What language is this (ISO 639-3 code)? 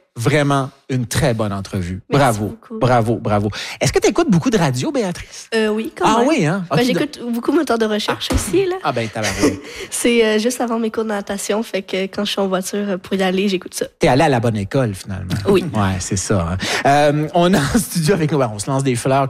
fra